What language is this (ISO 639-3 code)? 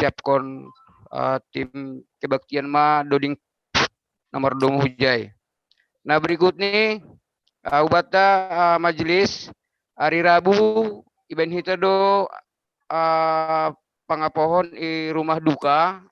bts